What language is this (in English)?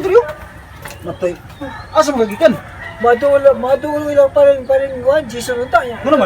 Cebuano